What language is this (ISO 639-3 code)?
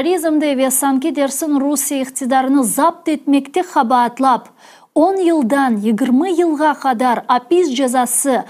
crh